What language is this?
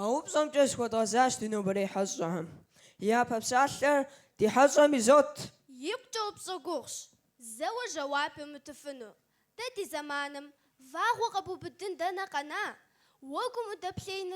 Kabardian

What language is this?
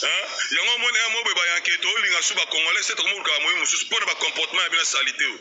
Lingala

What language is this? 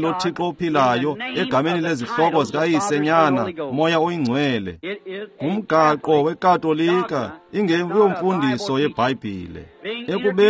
Xhosa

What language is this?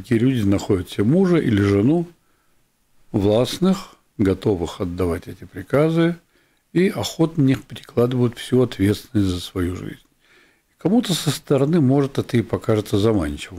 Russian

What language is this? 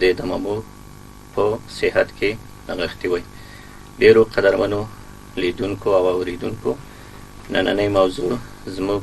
Pashto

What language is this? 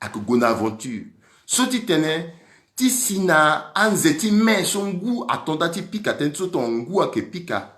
Sango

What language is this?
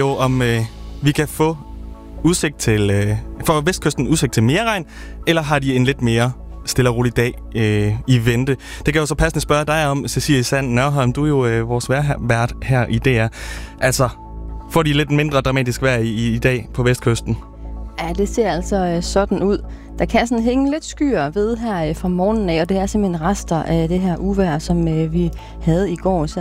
Danish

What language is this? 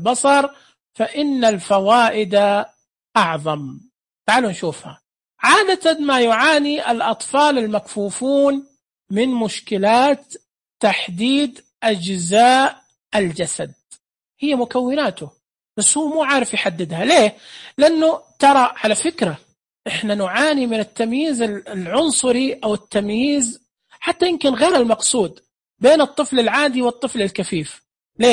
Najdi Arabic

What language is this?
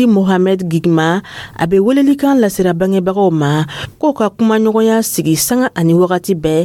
Dyula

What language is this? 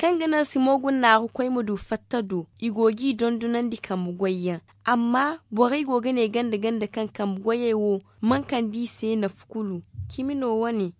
Zarma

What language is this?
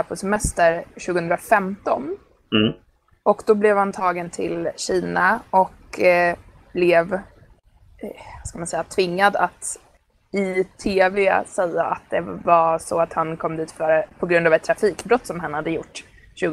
Swedish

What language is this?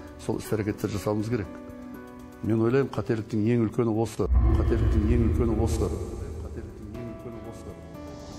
Kazakh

